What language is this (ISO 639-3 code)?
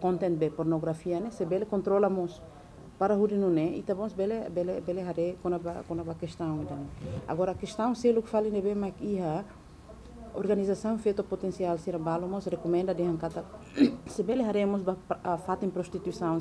tet